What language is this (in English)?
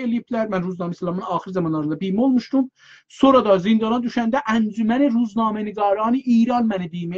South Azerbaijani